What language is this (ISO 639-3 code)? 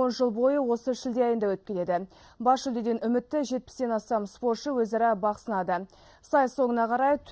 kaz